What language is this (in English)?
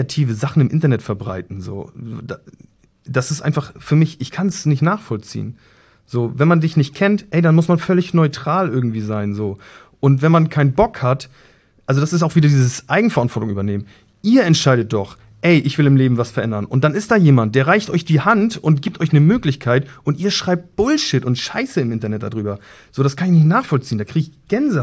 German